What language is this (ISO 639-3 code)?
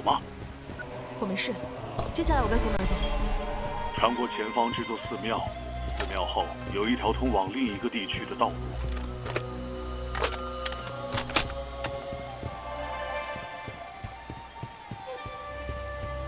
zho